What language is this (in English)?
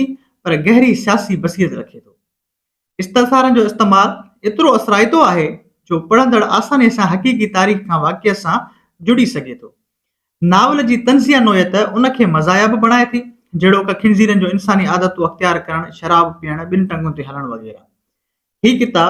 Sindhi